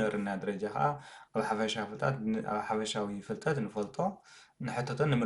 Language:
Tigrinya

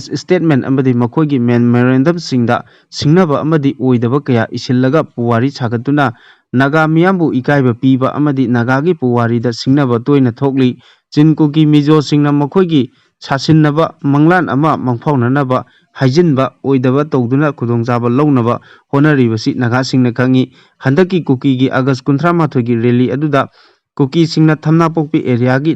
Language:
Manipuri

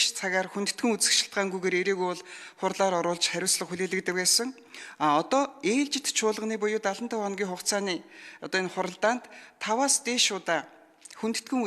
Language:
Mongolian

